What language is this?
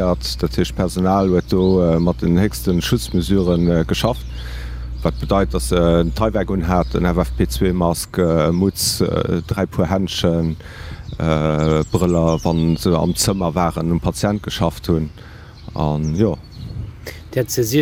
Luxembourgish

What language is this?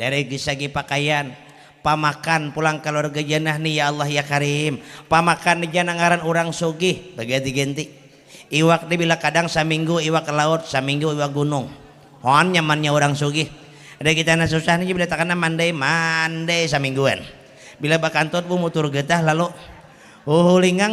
Banjar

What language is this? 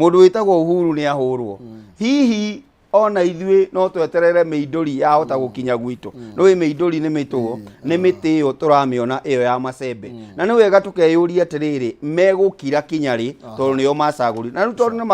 Kikuyu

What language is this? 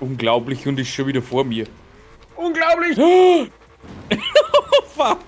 Bavarian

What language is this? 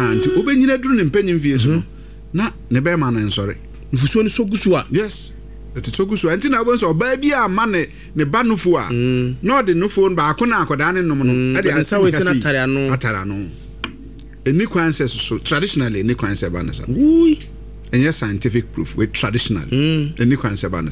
Akan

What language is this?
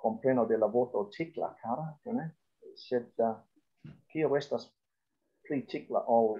Esperanto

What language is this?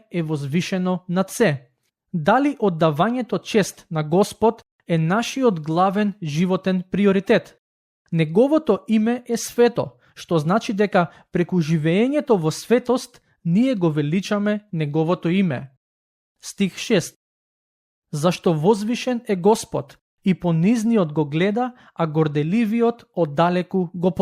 Macedonian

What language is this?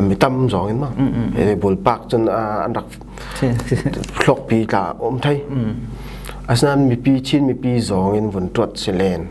Falam Chin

